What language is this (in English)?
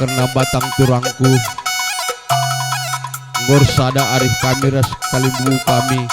Batak Karo